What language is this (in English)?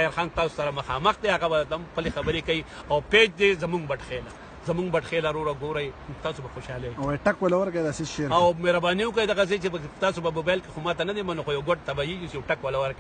Pashto